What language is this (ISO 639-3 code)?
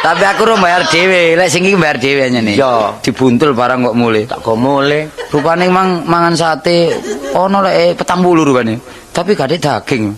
jav